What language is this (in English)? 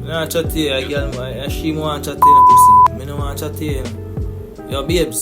Jamaican Creole English